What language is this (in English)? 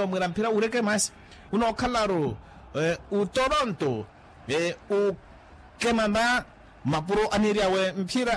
Makhuwa